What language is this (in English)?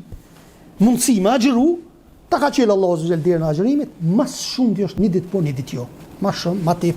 Albanian